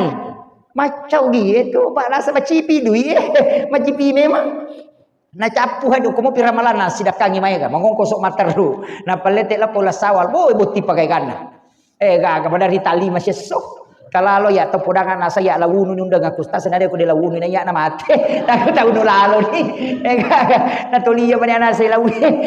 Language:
Buginese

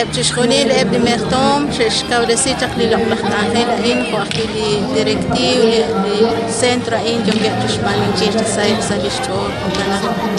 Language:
Kekchí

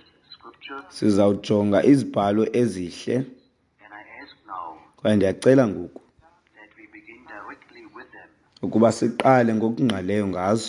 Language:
Xhosa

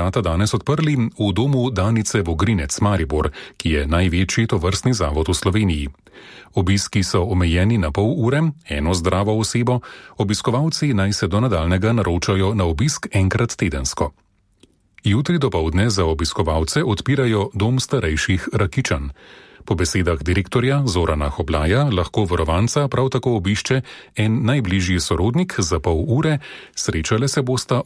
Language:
Slovenian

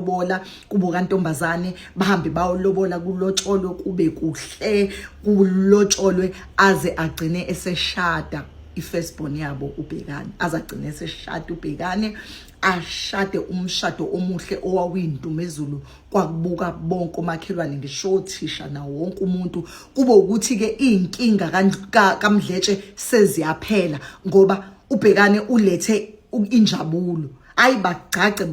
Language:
Zulu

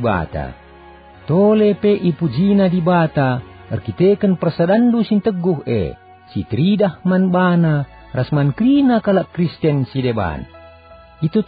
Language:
Batak Karo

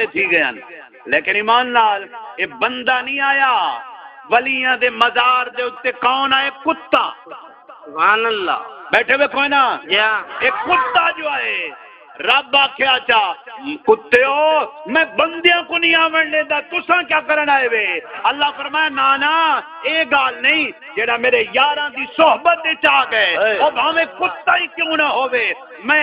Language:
Saraiki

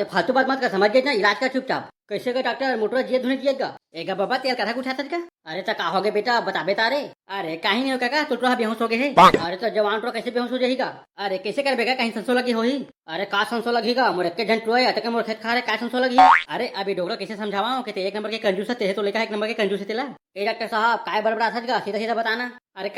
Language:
Chhattisgarhi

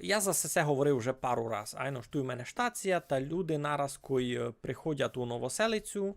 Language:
Rusyn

